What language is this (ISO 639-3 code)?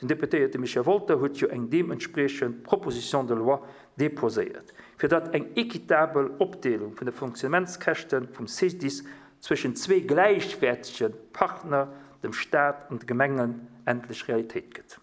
ltz